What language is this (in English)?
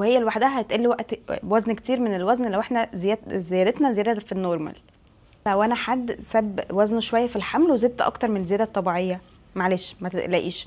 Egyptian Arabic